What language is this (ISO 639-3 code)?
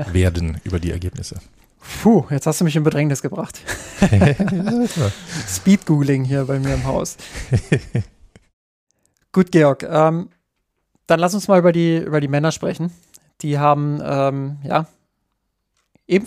deu